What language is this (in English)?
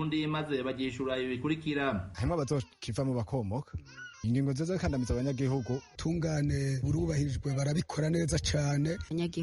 Rundi